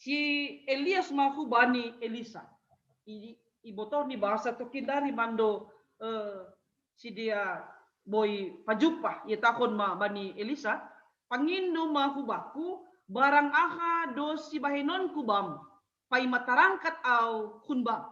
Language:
Batak Simalungun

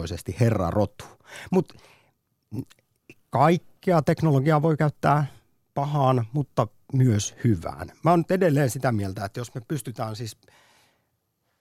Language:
Finnish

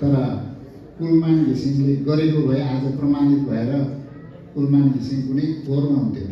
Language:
Nepali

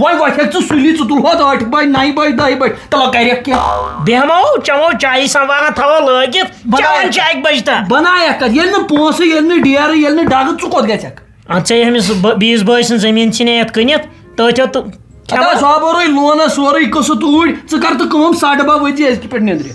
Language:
Kashmiri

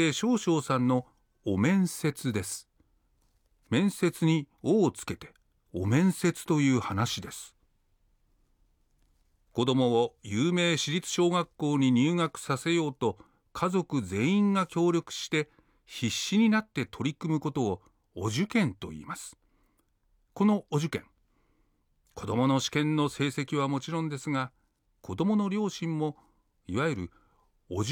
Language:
Japanese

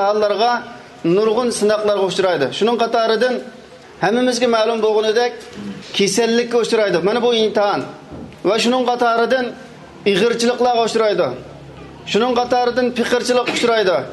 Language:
Uyghur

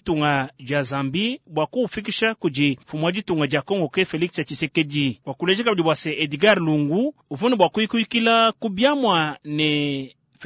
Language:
Luba-Lulua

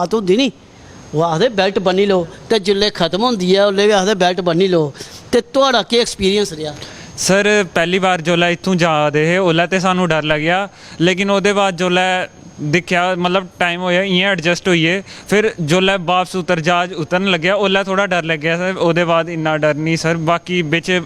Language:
Dogri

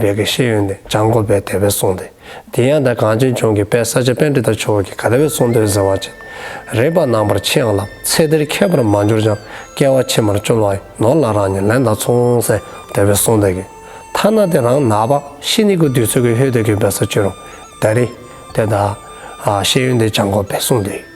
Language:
Dzongkha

